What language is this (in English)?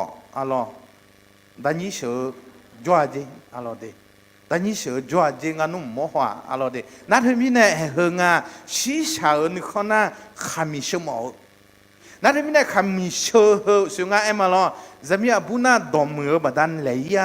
Akha